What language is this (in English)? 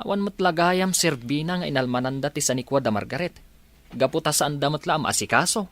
Iloko